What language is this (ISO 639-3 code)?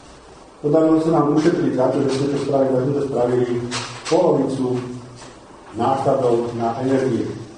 slk